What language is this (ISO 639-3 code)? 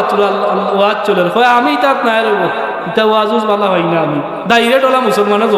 syl